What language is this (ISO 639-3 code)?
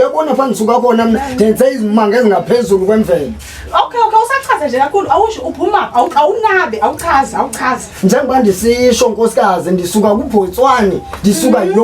zul